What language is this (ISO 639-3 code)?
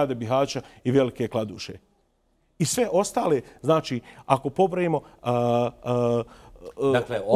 bos